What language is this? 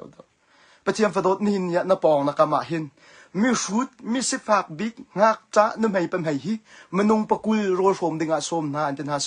Hakha Chin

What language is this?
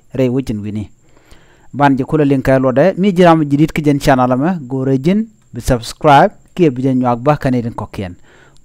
Nuer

